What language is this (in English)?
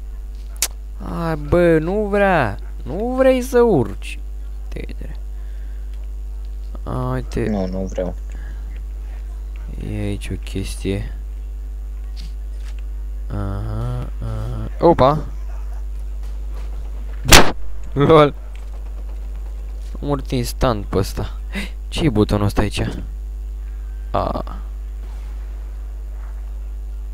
Romanian